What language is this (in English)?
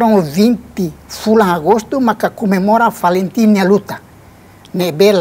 Tetum